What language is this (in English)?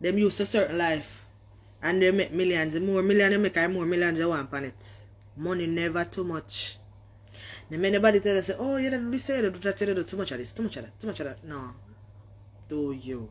Jamaican Creole English